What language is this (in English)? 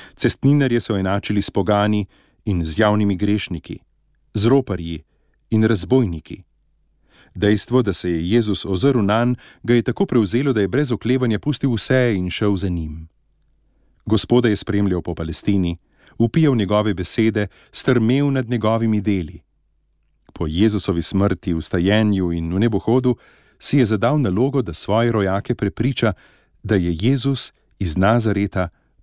Slovenian